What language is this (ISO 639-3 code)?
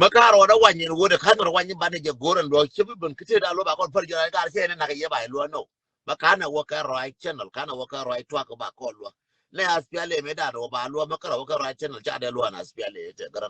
nus